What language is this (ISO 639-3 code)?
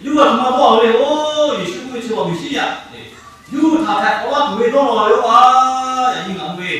lhu